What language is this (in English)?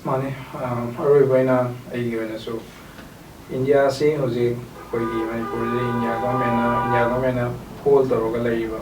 Manipuri